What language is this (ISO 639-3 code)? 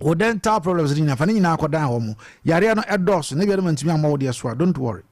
aka